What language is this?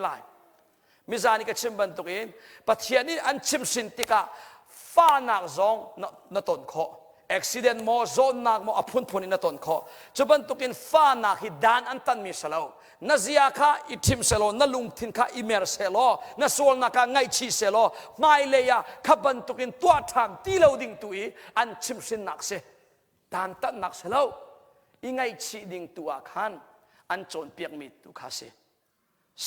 Hakha Chin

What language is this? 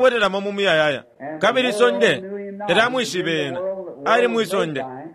Bemba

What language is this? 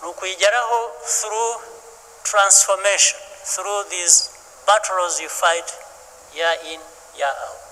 Kinyarwanda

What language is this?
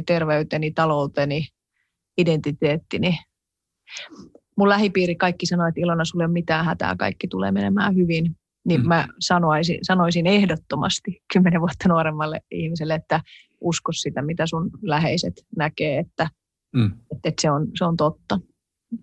Finnish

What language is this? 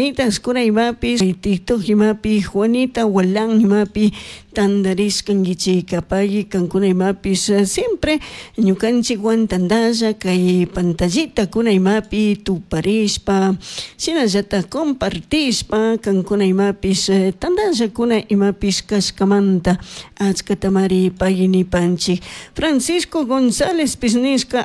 Chimborazo Highland Quichua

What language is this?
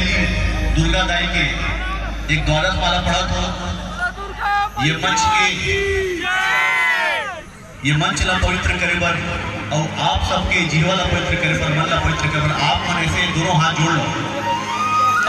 Chhattisgarhi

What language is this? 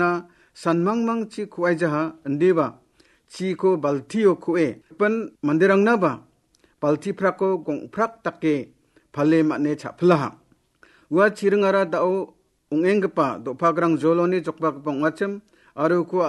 Garo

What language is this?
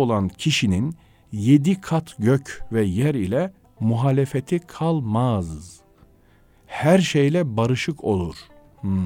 Turkish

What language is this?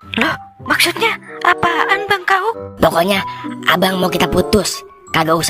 Betawi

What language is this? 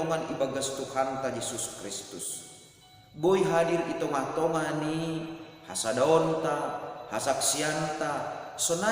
Batak Simalungun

